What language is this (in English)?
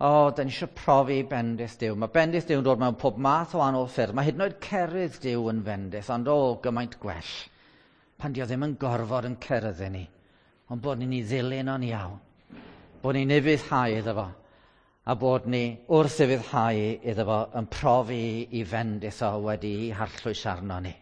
Welsh